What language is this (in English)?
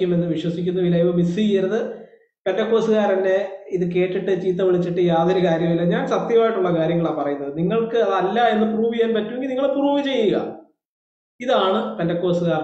Malayalam